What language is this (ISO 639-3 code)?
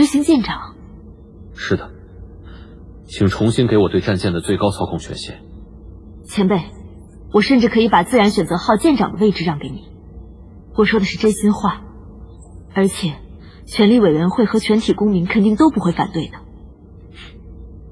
zho